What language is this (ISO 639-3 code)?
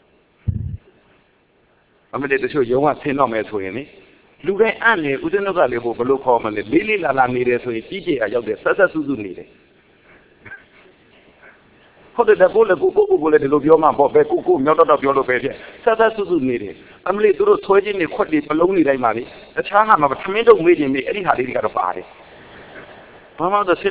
mya